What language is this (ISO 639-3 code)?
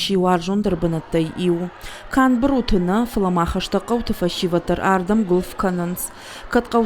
oss